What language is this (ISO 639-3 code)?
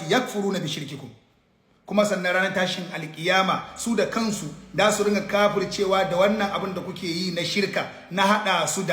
hau